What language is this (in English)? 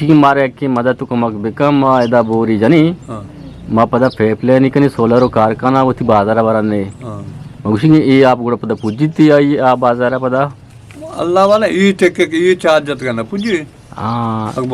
Eastern Balochi